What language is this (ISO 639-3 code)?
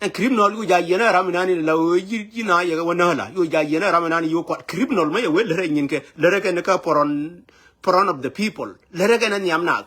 nus